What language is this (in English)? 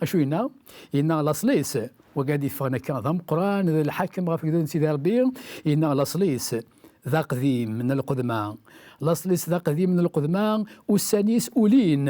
Kabyle